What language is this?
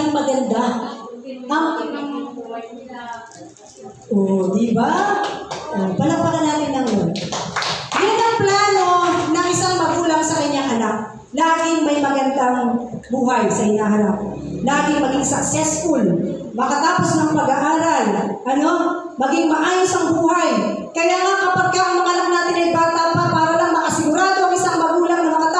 Filipino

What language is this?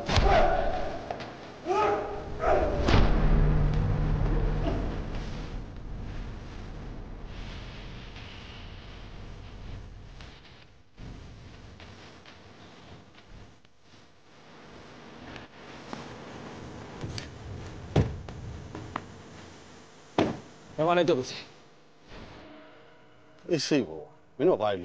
Burmese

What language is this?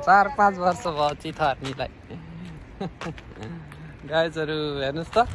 Nepali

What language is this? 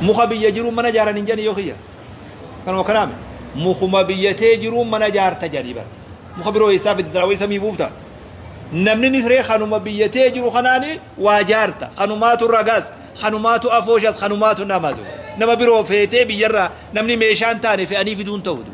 Oromo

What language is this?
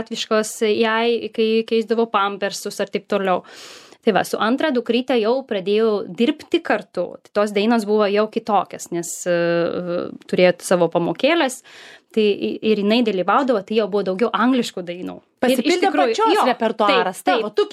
Lithuanian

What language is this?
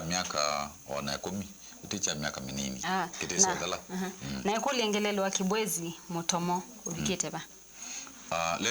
Kamba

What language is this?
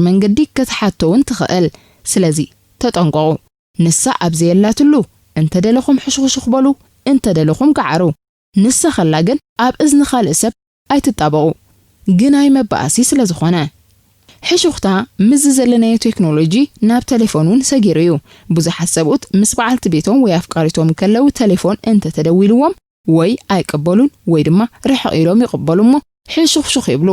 Tigrinya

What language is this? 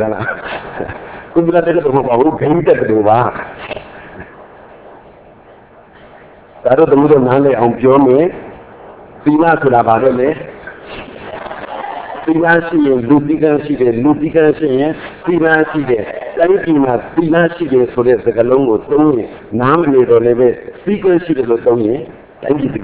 Burmese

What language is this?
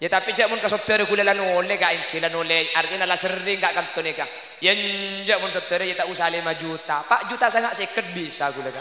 Madurese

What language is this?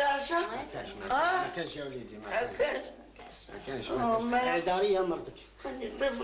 Algerian Arabic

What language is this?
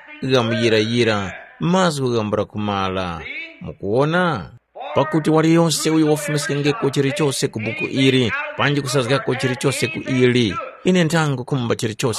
Tumbuka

